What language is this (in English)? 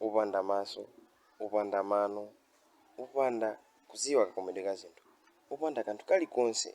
Nyanja